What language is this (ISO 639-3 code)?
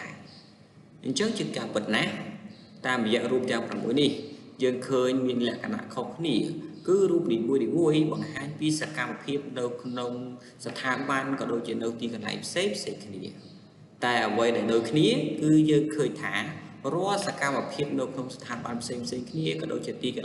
khm